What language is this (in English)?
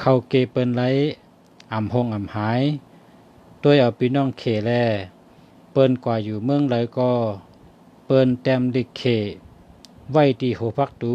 Shan